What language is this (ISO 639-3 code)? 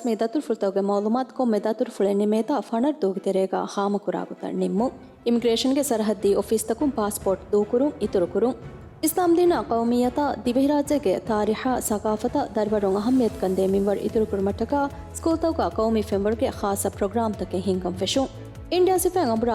div